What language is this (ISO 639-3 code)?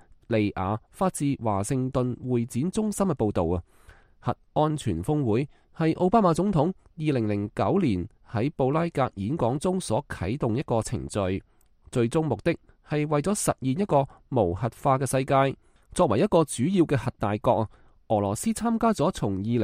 yue